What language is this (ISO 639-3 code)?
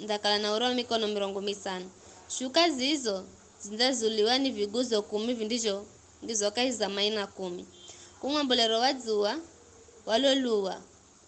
nyf